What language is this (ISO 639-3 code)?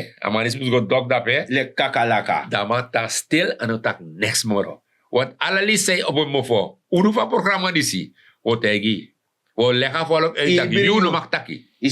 srn